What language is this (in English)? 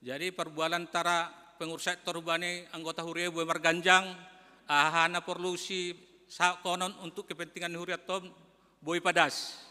Batak Simalungun